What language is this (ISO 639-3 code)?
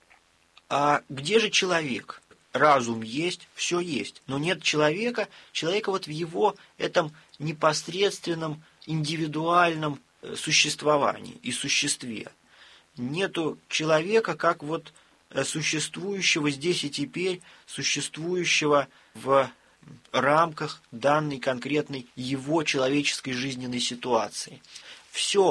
rus